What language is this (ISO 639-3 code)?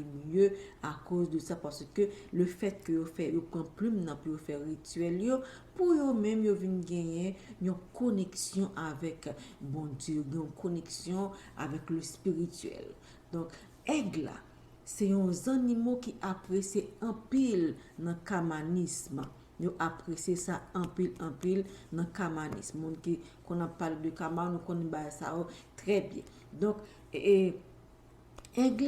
hat